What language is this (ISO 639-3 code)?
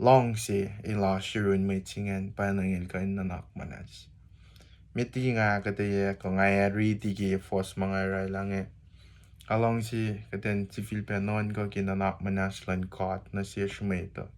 kos